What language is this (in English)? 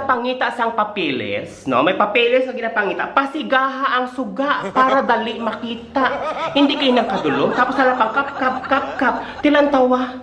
Hiligaynon